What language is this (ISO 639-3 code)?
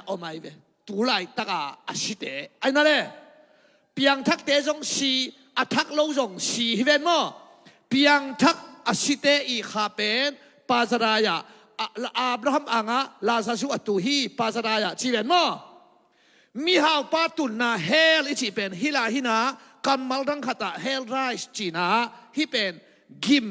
ctd